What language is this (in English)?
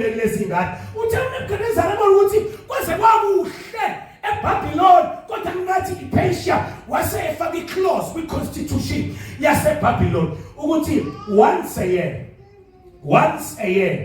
Zulu